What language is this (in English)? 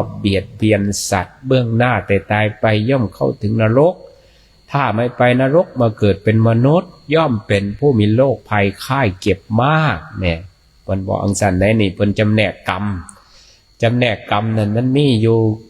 Northeastern Thai